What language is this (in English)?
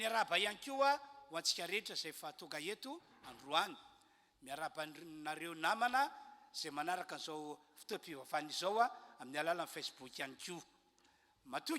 Malagasy